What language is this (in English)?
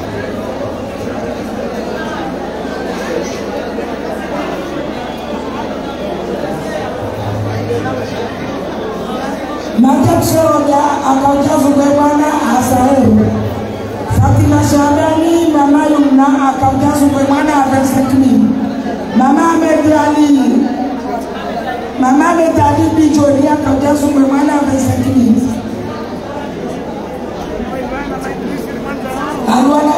Swahili